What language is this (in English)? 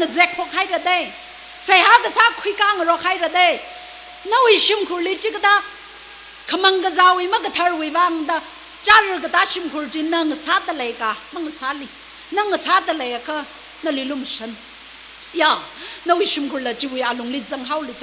Tangkhul Naga (India)